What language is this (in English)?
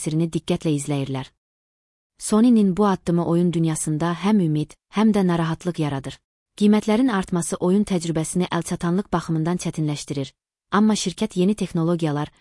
Azerbaijani